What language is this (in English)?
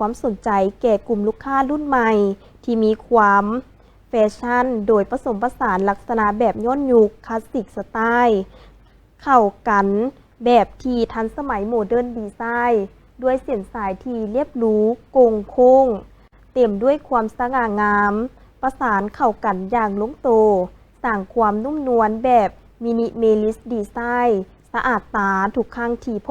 Lao